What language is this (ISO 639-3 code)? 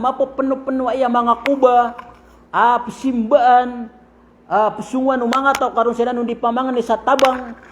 mrw